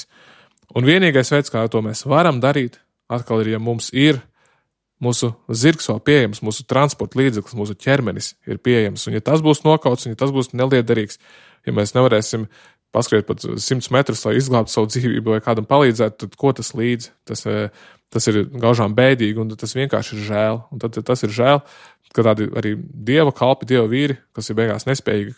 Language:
Latvian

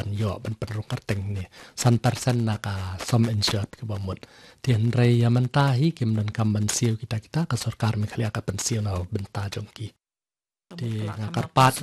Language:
Khasi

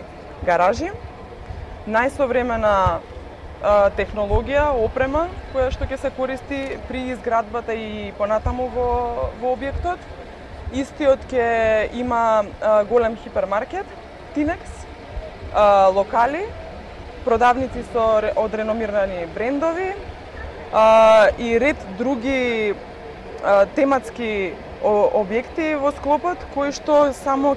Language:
Macedonian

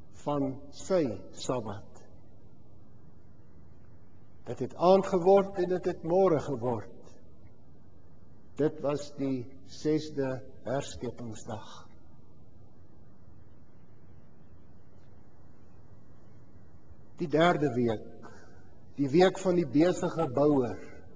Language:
Afrikaans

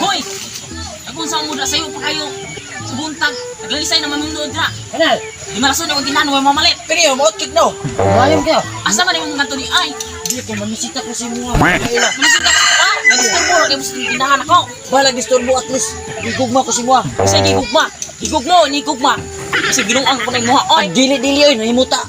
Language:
Cebuano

